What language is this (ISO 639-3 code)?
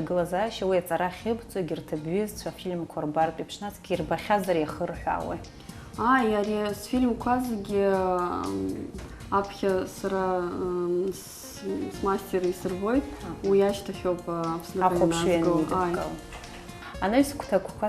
abk